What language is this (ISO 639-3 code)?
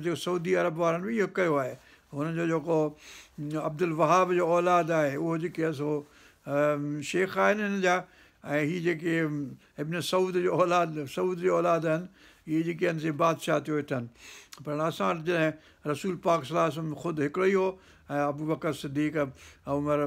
snd